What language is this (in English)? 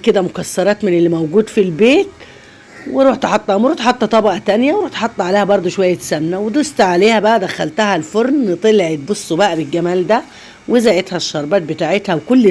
Egyptian Arabic